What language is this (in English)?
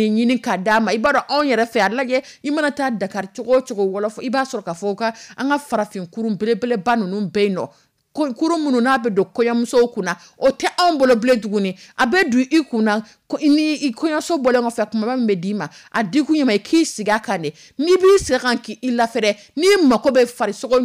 Dyula